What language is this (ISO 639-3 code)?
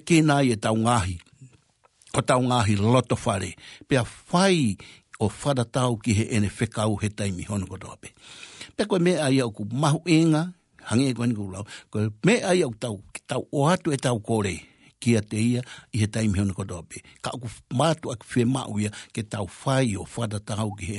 ton